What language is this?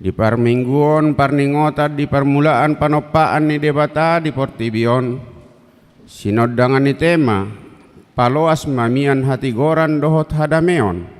Batak Toba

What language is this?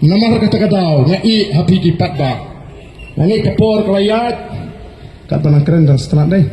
Khasi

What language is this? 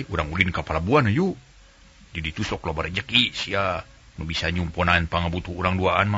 Sundanese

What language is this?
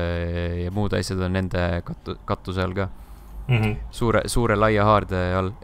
Estonian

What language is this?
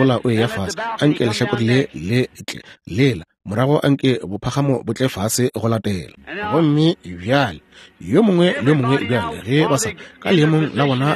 Northern Sotho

